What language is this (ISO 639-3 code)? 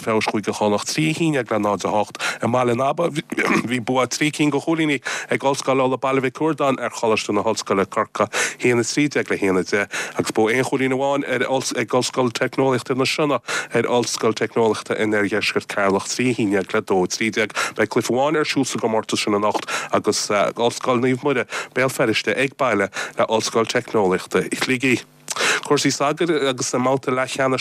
gle